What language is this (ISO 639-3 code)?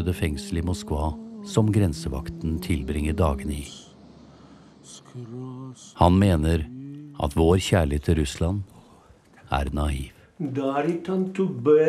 nor